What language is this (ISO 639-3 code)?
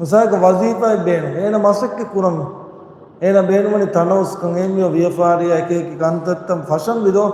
div